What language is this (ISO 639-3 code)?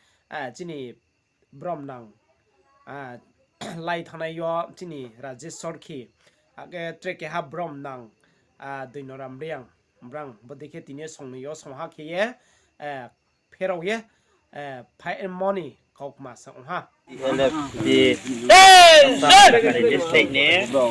ria